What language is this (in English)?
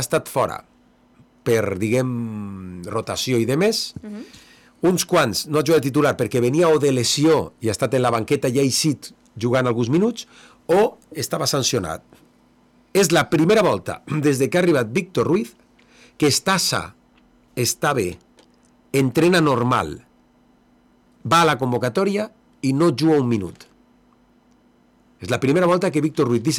Catalan